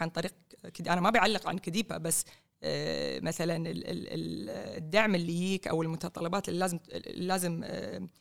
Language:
Gulf Arabic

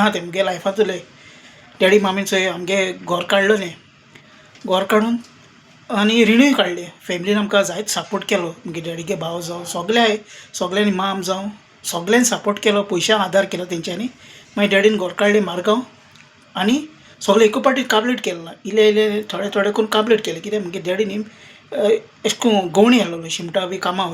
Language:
Konkani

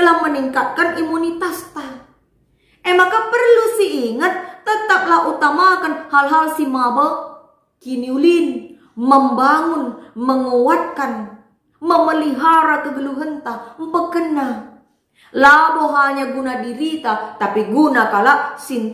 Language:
Batak Karo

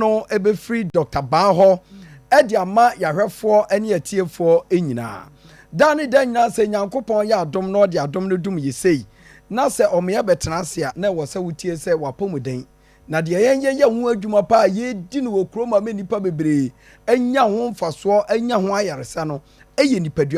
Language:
Akan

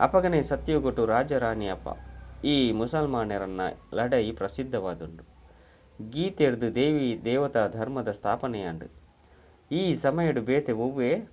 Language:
Tulu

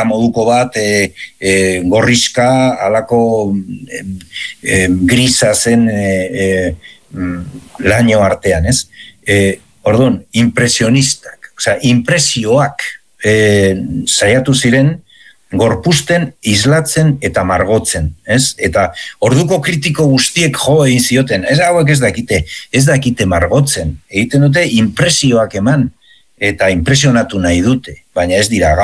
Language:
Basque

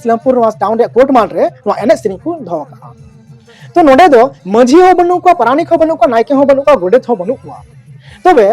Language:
Santali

